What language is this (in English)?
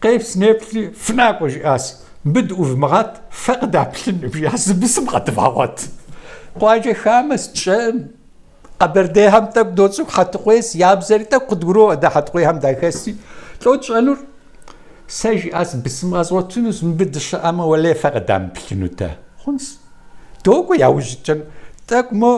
Kabardian